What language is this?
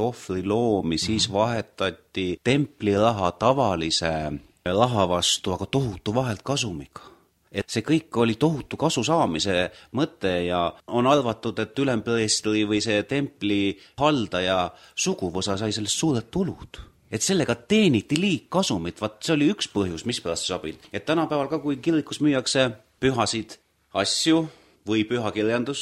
Estonian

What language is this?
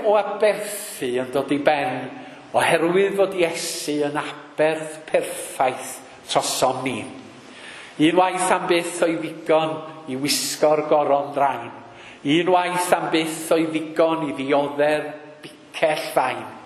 Welsh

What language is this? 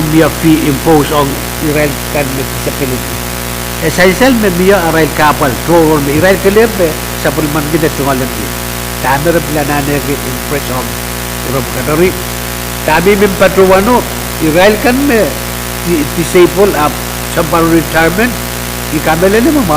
Pohnpeian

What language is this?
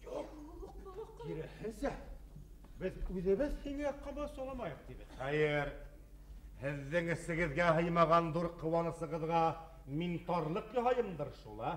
Bashkir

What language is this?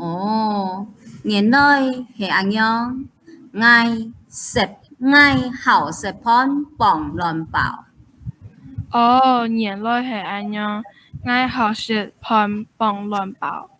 Hakka Chinese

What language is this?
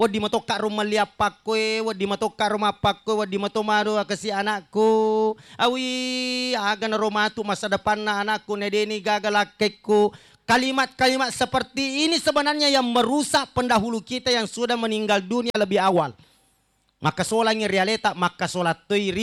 Buginese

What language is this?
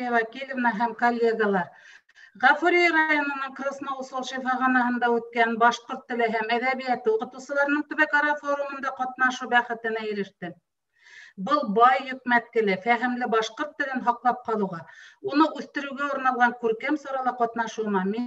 Bashkir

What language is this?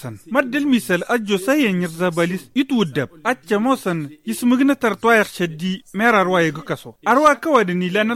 Tamasheq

